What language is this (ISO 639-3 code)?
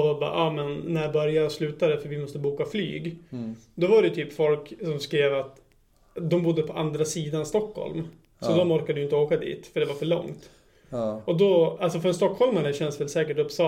swe